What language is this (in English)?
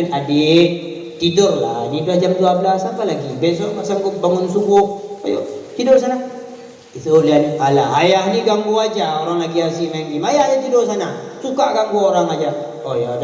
Achinese